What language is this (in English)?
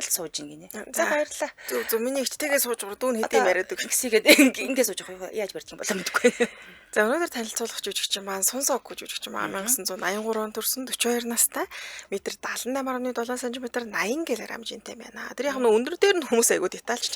Mongolian